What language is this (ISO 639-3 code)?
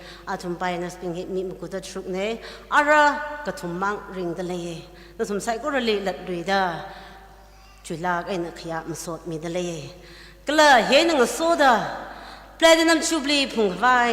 nmf